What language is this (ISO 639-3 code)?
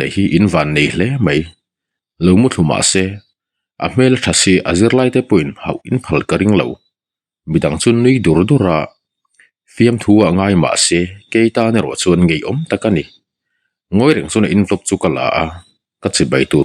lus